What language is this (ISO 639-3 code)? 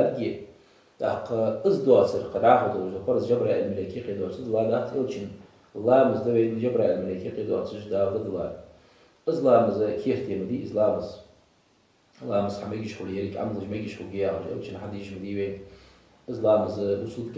inh